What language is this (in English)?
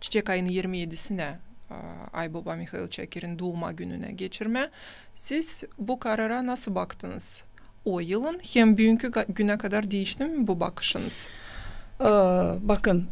Gagauz